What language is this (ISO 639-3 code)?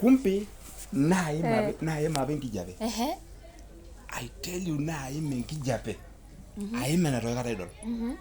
mas